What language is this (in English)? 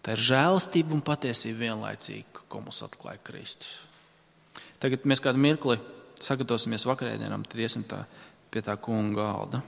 Latvian